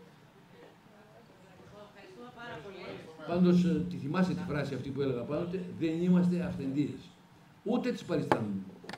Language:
Greek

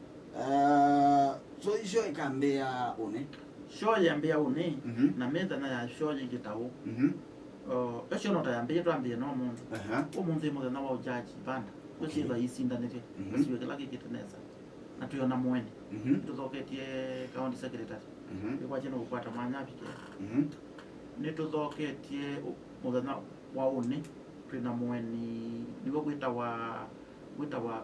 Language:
Kamba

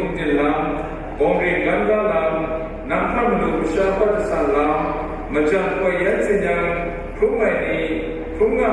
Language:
Kachin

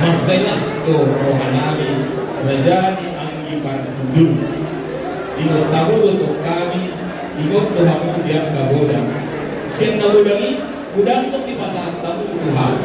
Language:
Batak Toba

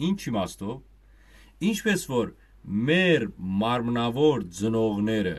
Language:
Western Armenian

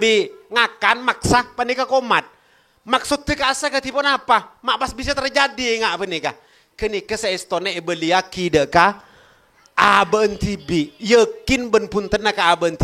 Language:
Madurese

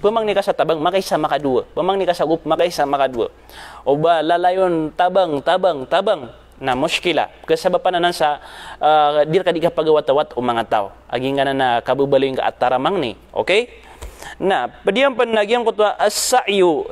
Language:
Maranao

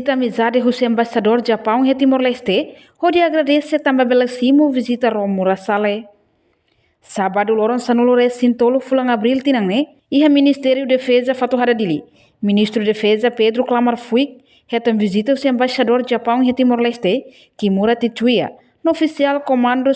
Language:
Tetum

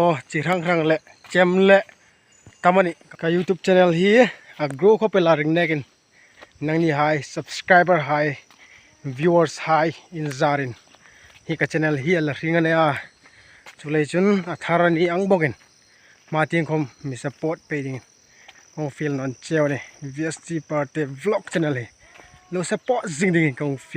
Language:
Hmar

